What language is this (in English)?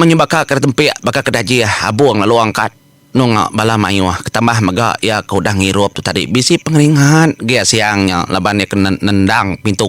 Iban